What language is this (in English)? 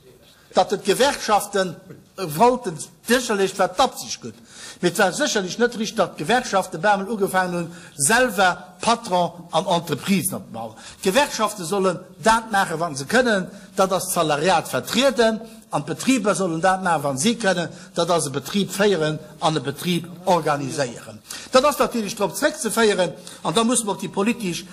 Luxembourgish